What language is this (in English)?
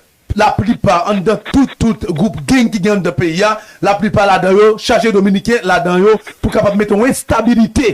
Haitian Creole